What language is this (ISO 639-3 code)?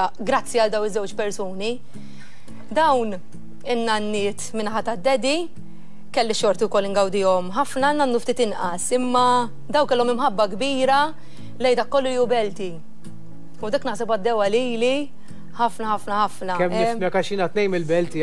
mlt